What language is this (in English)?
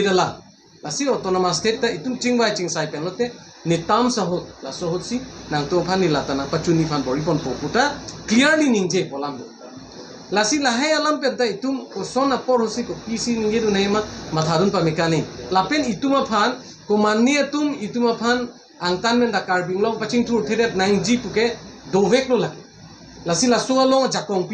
Karbi